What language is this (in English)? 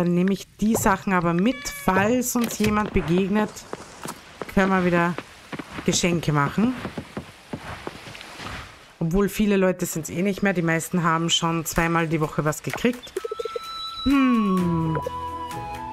German